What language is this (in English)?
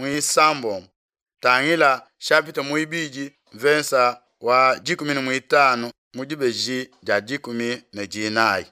Luba-Lulua